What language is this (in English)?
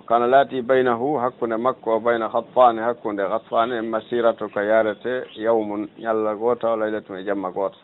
Fula